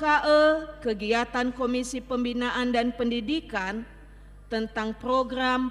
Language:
Nias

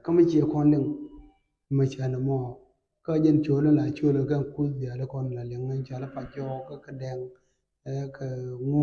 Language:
Nuer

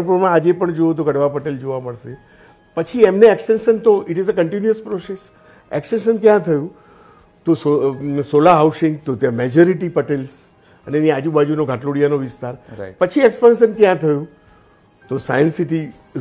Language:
Gujarati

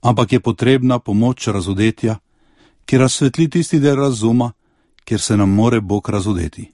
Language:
Slovenian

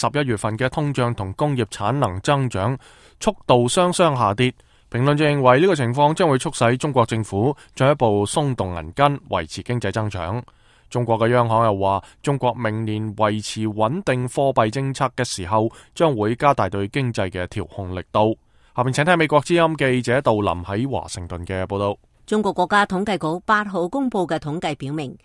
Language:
Cantonese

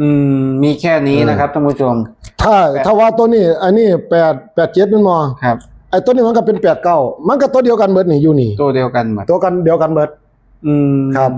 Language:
Northeastern Thai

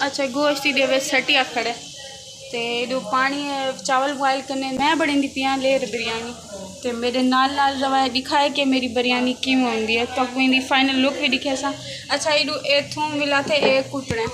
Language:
Saraiki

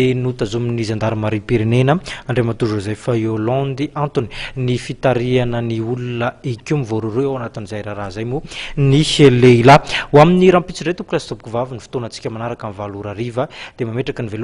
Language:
Malagasy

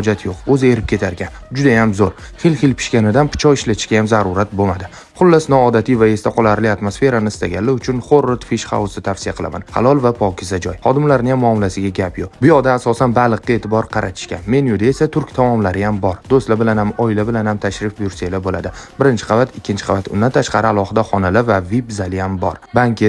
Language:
Uzbek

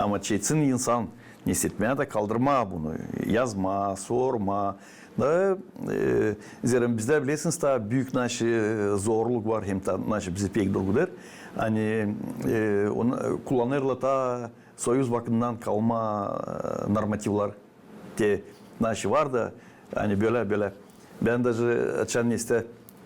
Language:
Gagauz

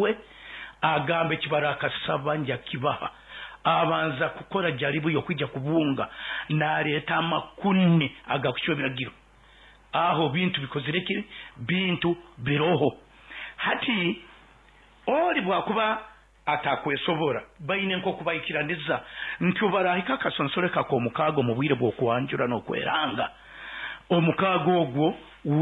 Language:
Nyoro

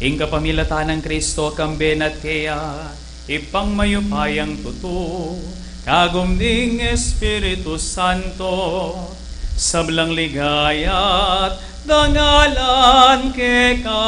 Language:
Pampanga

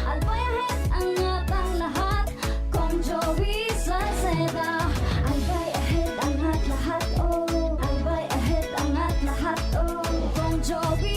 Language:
Bikol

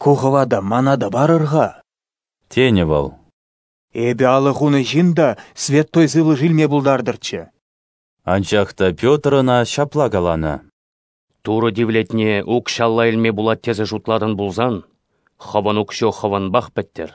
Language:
Chuvash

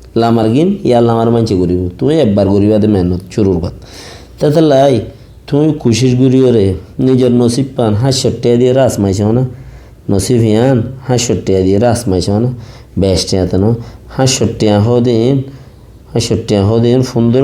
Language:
Rohingya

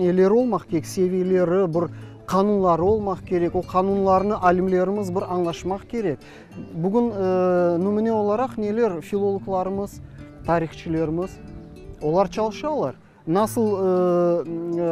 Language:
Crimean Tatar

